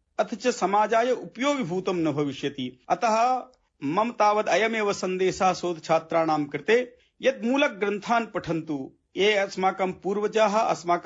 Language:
Sanskrit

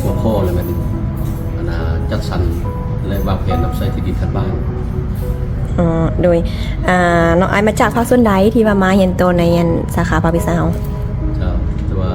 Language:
Lao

